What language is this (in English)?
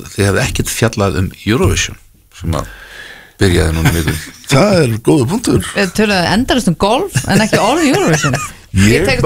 Icelandic